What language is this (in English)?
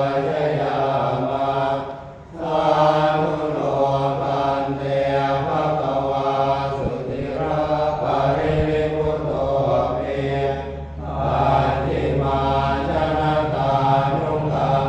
Pali